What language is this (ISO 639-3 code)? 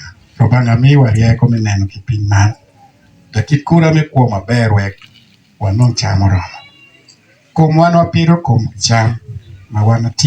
ach